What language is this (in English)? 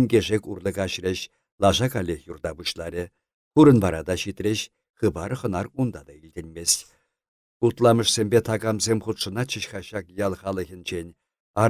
Chuvash